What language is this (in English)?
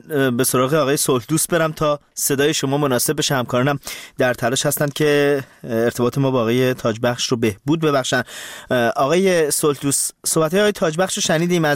Persian